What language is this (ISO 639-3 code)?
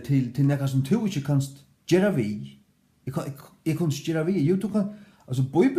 fao